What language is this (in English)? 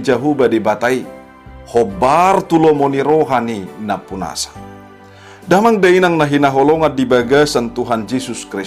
Batak Toba